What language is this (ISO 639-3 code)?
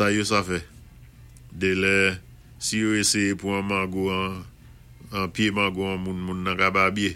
acf